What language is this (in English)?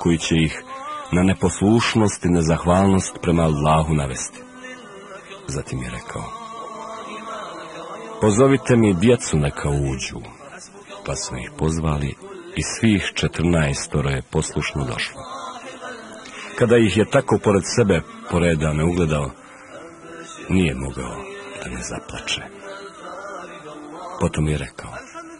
Bosnian